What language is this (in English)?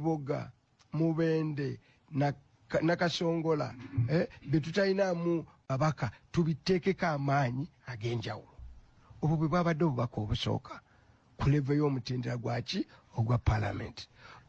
Ganda